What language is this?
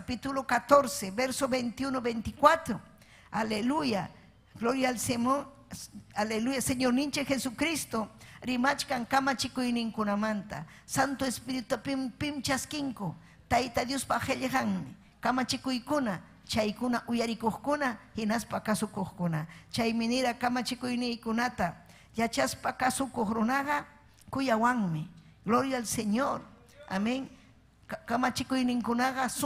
Ayacucho Quechua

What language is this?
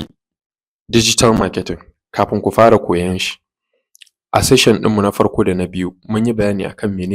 Hausa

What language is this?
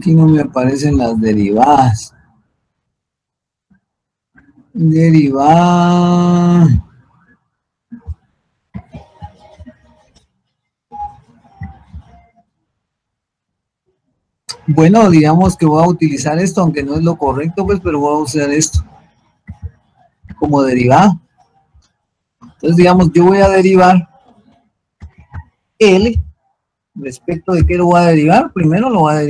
Spanish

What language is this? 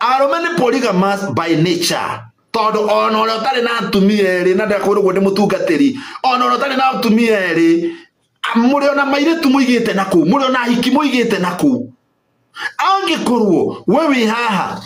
Kikuyu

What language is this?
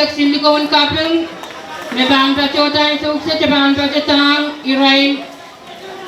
Pohnpeian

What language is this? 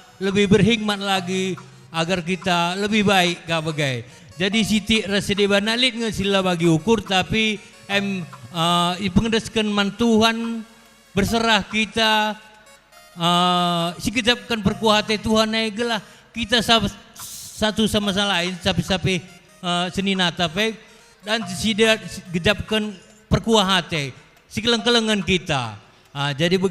Batak Karo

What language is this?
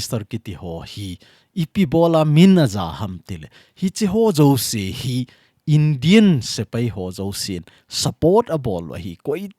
Thado Chin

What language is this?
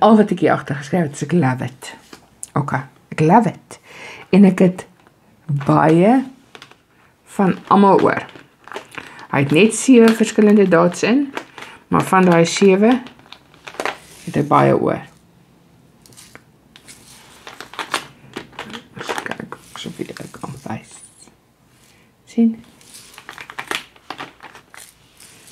Afrikaans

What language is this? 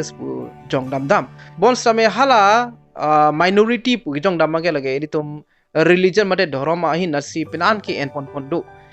Karbi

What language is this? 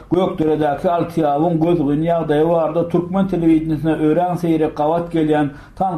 Turkmen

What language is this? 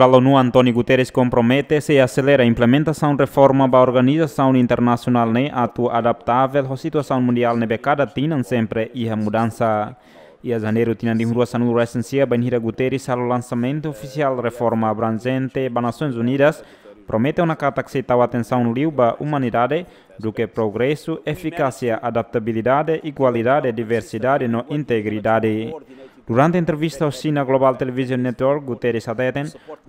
Tetum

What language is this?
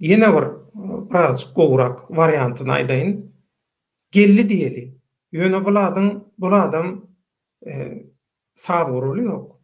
Turkmen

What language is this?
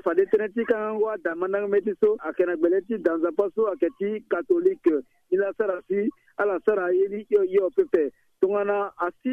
Sango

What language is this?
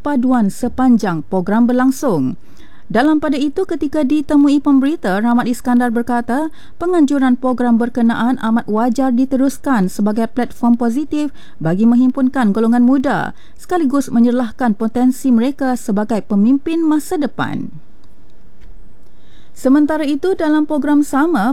Malay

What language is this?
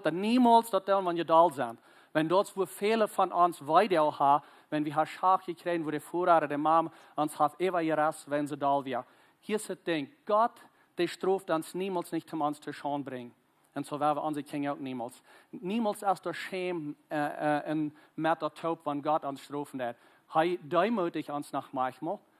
Plautdietsch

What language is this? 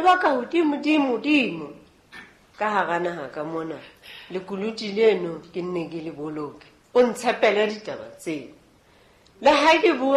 Southern Sotho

